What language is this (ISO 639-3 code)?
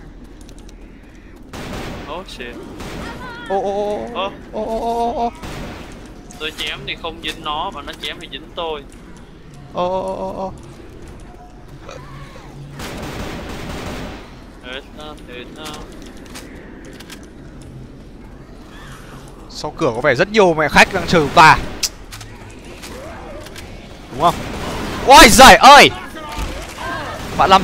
vie